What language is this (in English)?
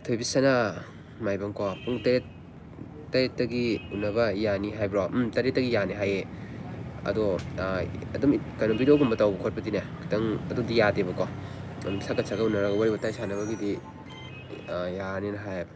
Manipuri